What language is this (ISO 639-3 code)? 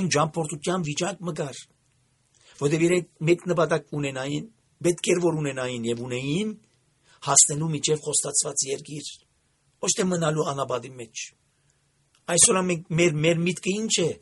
hye